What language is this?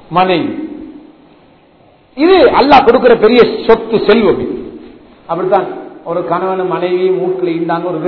Tamil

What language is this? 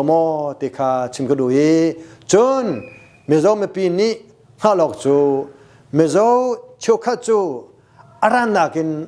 Hakha Chin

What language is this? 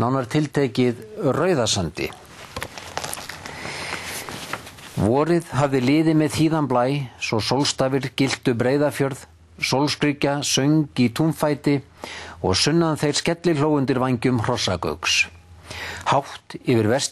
Icelandic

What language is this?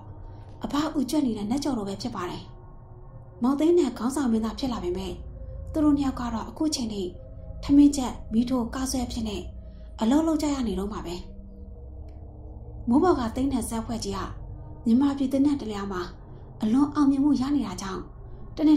Burmese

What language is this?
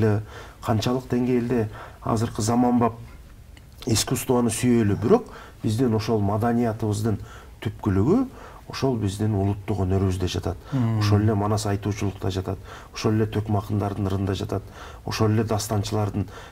Kyrgyz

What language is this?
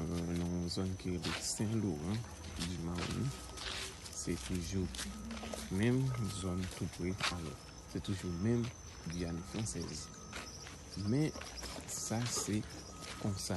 Haitian Creole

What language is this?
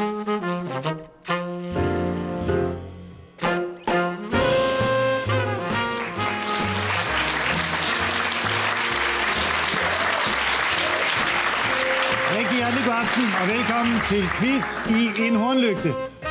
Danish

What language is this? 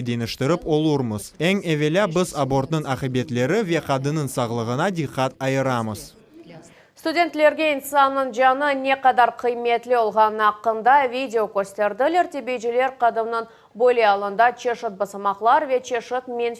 Crimean Tatar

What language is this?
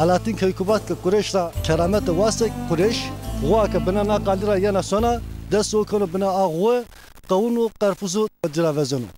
Zaza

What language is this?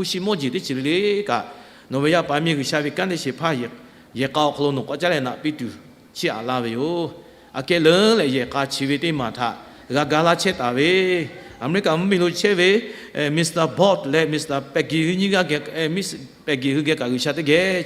Lahu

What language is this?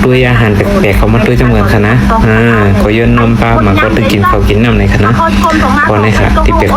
Shan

